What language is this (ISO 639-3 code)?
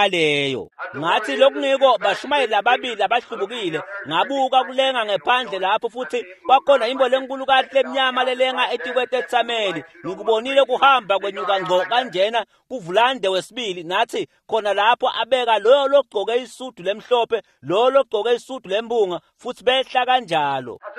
ssw